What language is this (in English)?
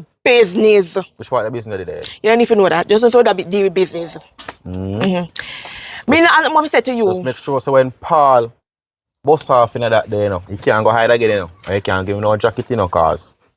Jamaican Creole English